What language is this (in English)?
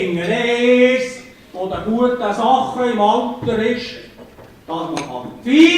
Swiss German